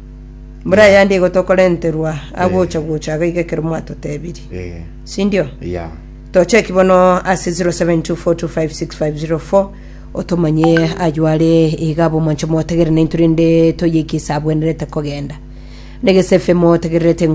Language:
Gusii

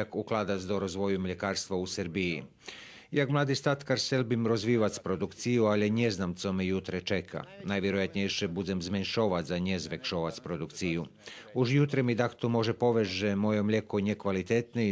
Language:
Rusyn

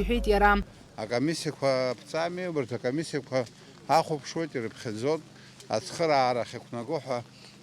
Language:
Abkhazian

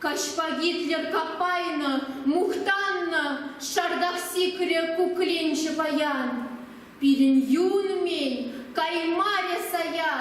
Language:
Chuvash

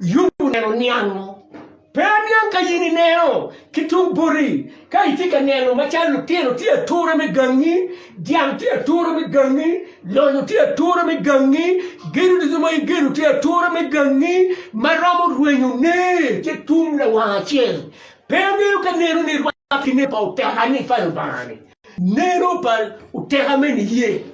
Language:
Acoli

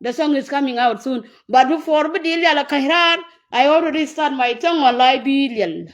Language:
Nuer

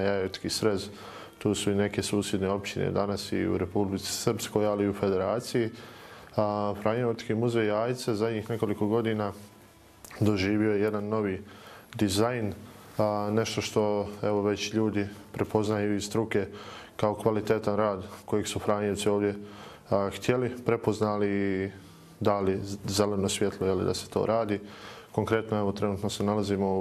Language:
Bosnian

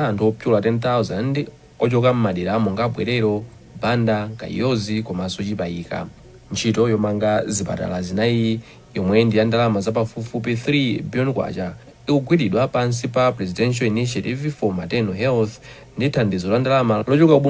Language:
Nyanja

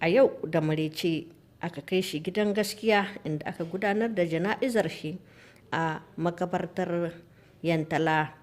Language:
Hausa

